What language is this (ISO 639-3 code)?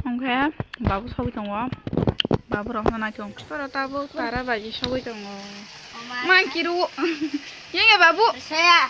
trp